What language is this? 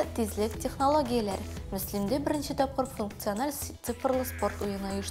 Tatar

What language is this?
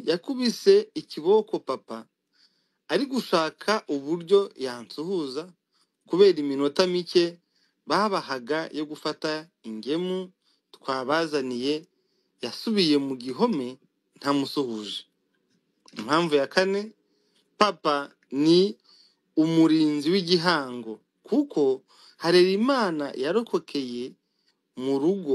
Kinyarwanda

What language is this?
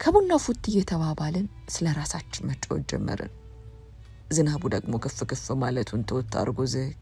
Amharic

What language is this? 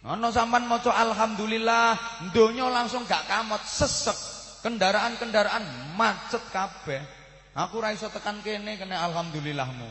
Javanese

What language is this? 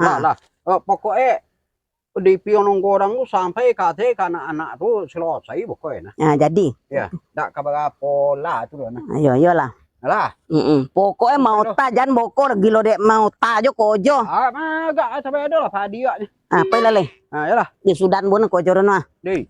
Minangkabau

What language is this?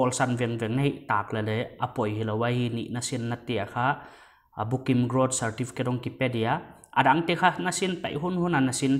Paite Chin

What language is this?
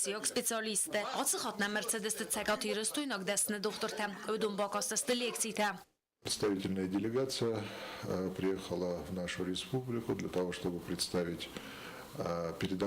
Ossetic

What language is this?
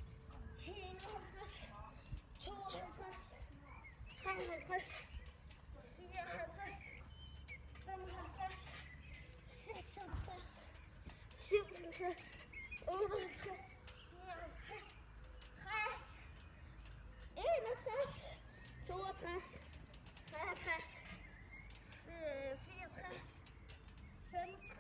Danish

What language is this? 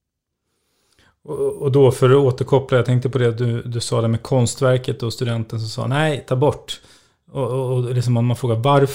Swedish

